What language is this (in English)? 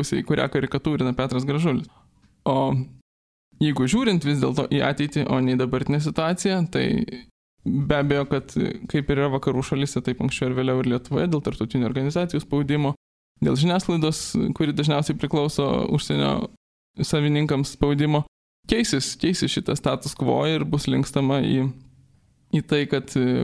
Lithuanian